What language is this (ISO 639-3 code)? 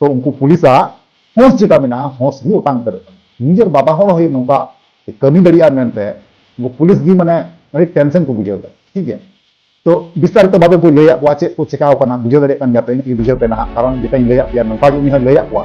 sat